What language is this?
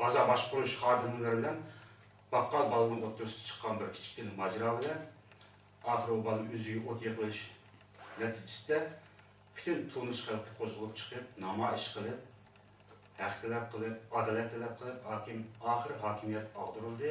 Uyghur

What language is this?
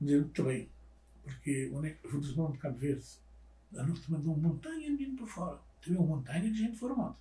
Kabuverdianu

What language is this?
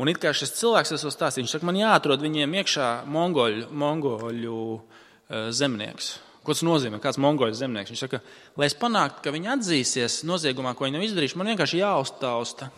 Latvian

